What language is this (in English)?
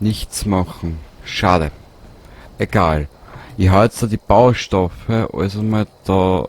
Bavarian